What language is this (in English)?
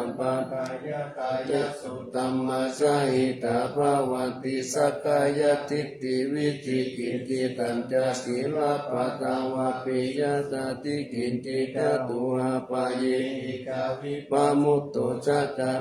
Pali